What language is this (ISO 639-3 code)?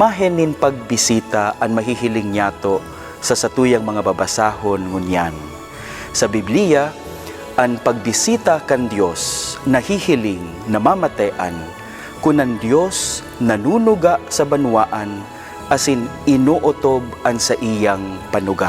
bik